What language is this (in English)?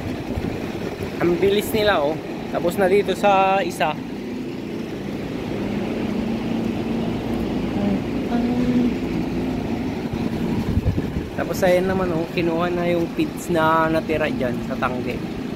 Filipino